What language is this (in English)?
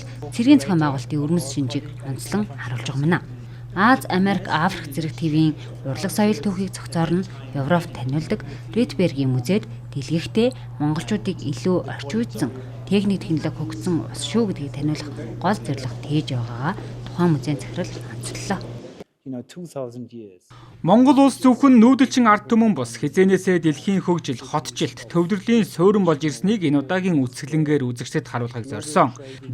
Mongolian